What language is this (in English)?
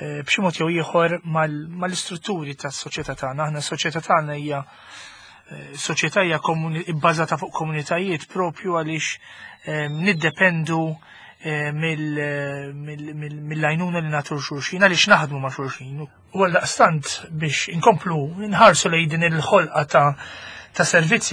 Maltese